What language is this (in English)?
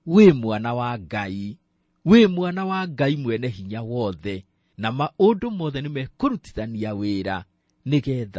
Kikuyu